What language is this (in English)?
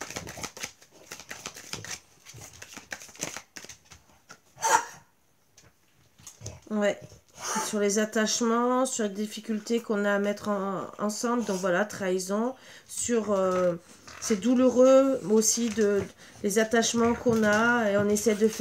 French